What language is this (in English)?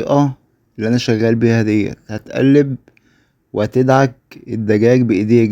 Egyptian Arabic